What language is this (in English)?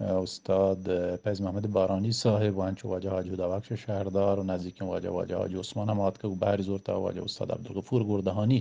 Eastern Balochi